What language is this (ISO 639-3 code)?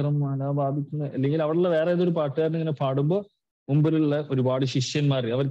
mal